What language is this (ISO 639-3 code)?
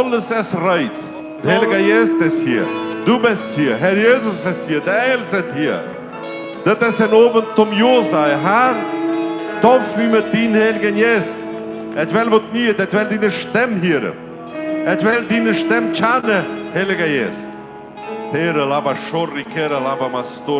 pdt